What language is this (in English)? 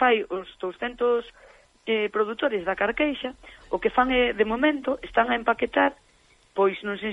Galician